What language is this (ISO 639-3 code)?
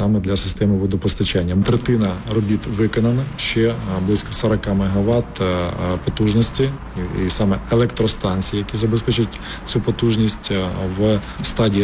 ukr